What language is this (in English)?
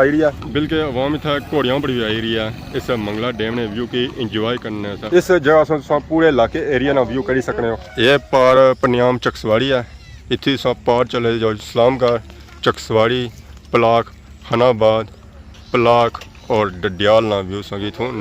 Pahari-Potwari